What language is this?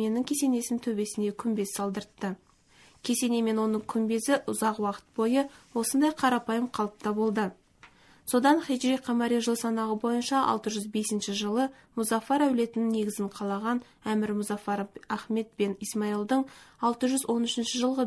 Kazakh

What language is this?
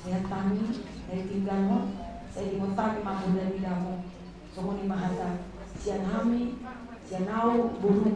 Batak Toba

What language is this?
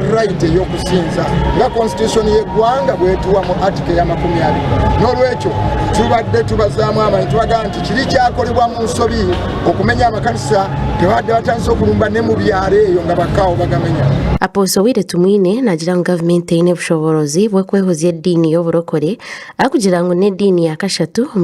Nyankole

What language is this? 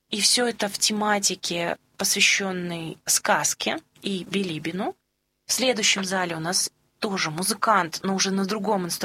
Russian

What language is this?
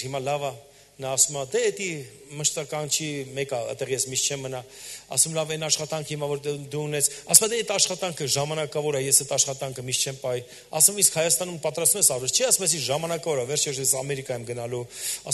Armenian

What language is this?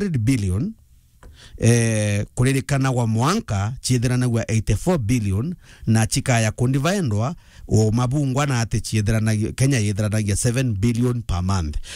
Meru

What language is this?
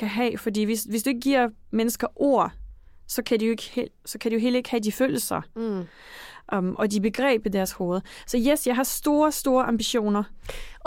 Danish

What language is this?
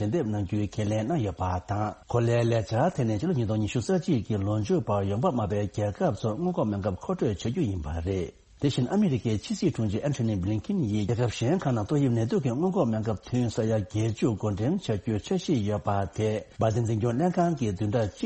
Tibetan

